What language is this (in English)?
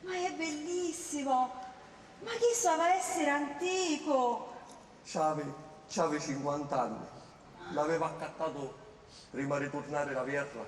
Sicilian